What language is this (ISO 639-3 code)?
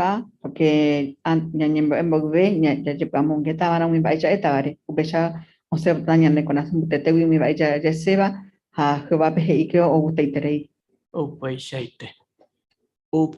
grn